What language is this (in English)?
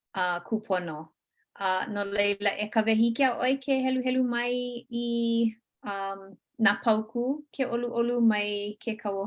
Hawaiian